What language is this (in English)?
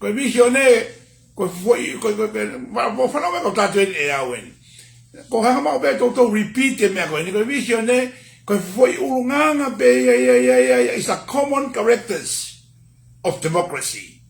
Tongan